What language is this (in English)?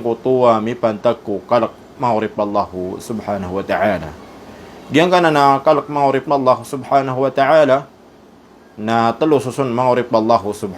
Maranao